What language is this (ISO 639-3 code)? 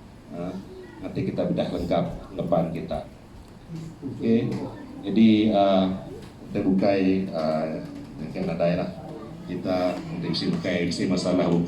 iba